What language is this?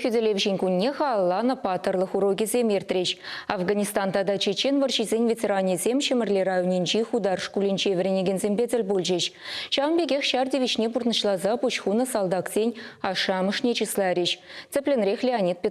Chuvash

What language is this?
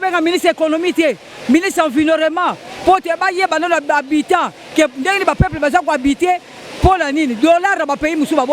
Lingala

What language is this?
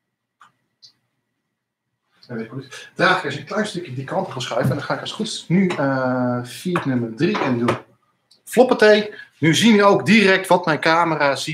Dutch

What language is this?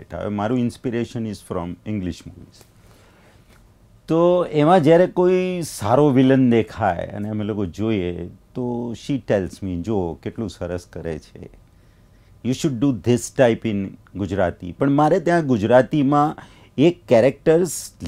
Gujarati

